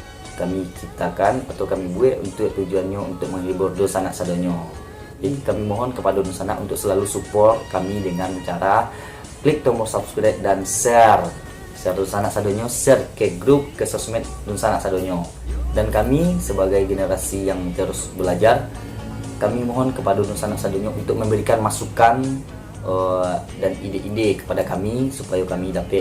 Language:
Minangkabau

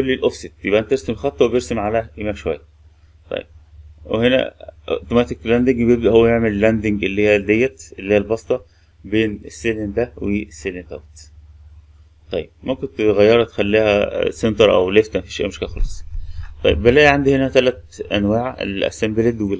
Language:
Egyptian Arabic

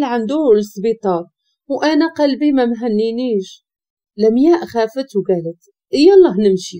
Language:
Moroccan Arabic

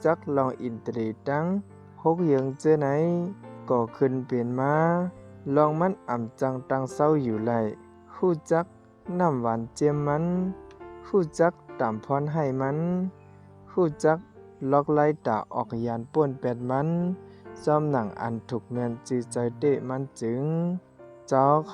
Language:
Shan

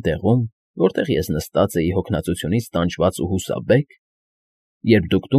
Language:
Armenian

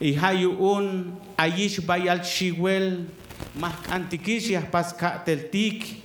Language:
Tzeltal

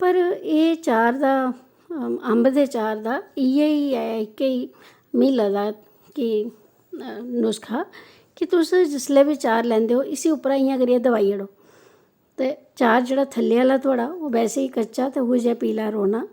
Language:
Dogri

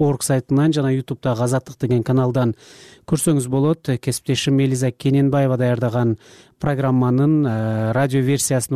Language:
Kyrgyz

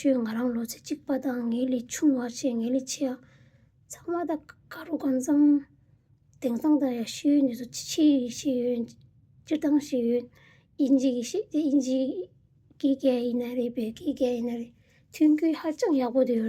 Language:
Tibetan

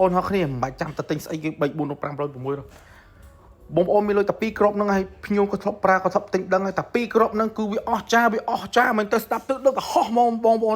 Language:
Khmer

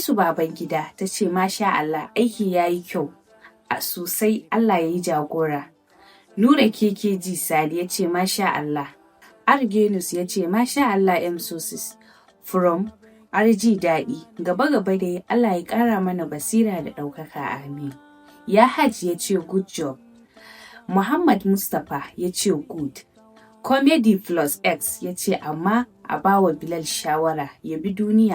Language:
Hausa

